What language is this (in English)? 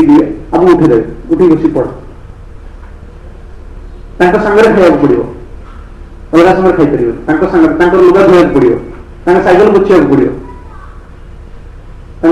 Odia